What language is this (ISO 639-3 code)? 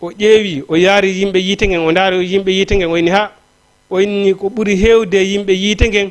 ful